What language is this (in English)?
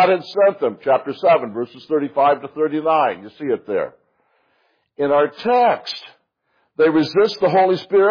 English